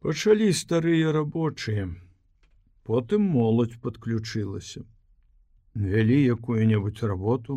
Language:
Belarusian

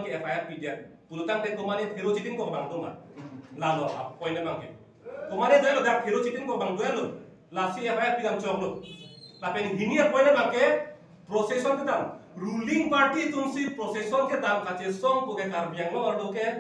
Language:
Karbi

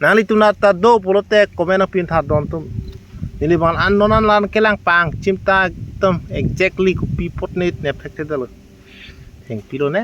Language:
Karbi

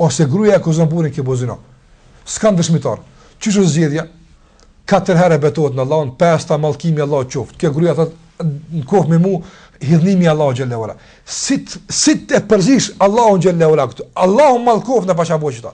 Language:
Albanian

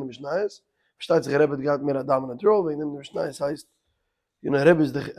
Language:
Yiddish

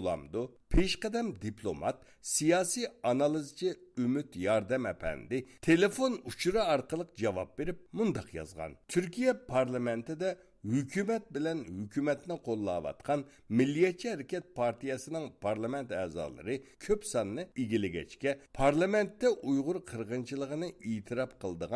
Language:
Uyghur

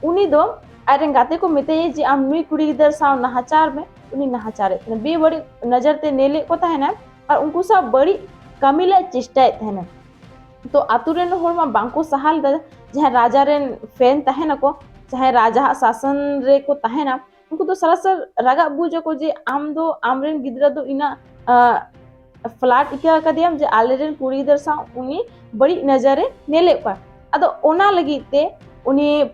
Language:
Santali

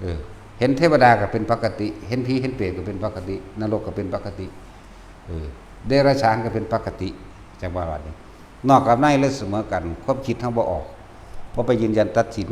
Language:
Northeastern Thai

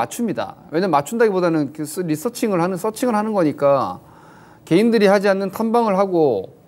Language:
Korean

